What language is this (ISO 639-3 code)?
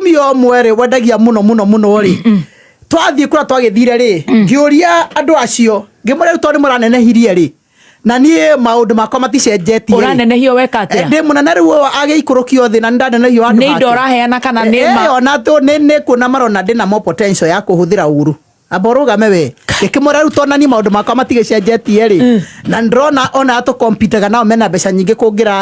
kik